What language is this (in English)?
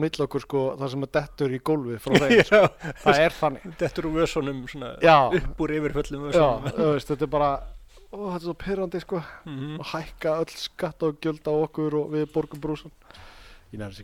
Icelandic